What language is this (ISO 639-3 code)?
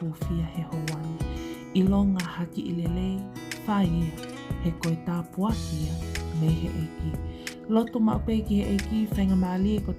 ton